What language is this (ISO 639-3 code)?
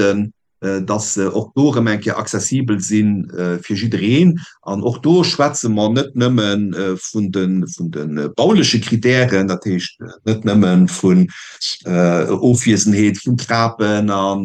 ltz